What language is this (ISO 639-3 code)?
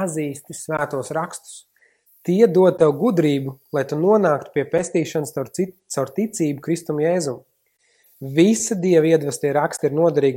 lav